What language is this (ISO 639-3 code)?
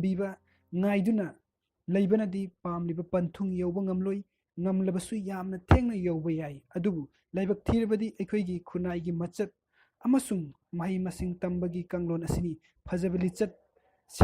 mni